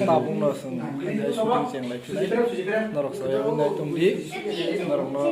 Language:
Kok Borok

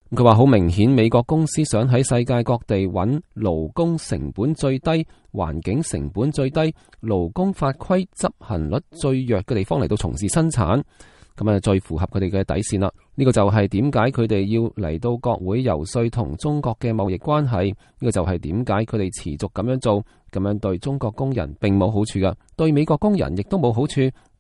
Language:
Cantonese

